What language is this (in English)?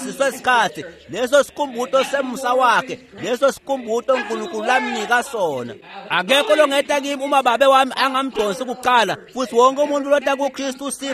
Swati